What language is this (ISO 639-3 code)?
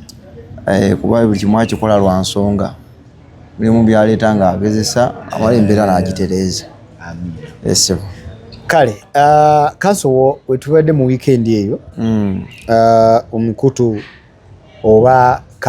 lug